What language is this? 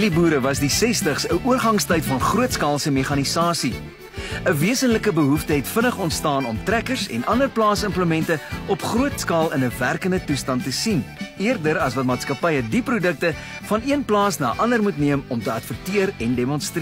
Afrikaans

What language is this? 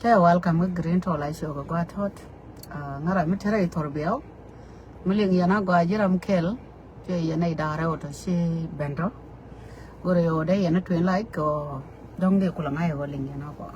Nuer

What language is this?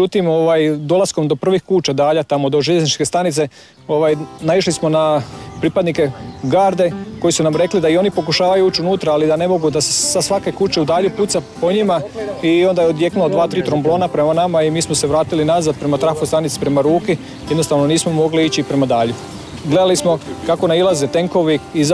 Croatian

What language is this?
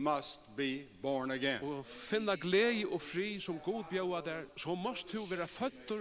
Faroese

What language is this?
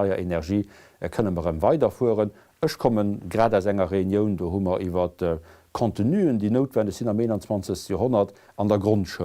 Luxembourgish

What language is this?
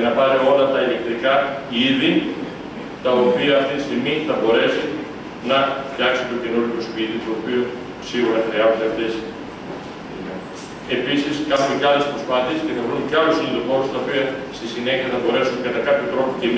Greek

